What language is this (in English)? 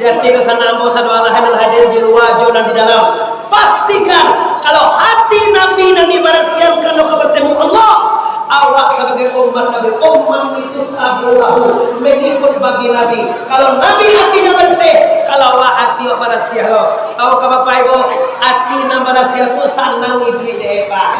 Minangkabau